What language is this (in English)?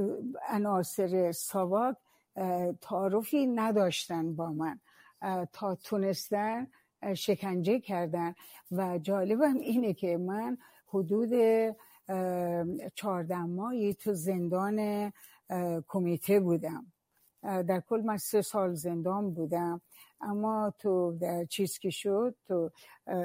Persian